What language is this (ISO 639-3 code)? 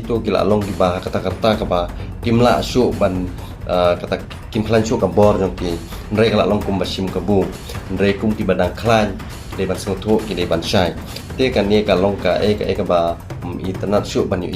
kha